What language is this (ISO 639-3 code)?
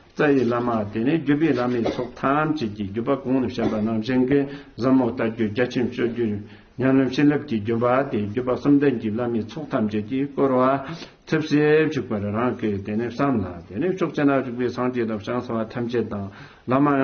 bod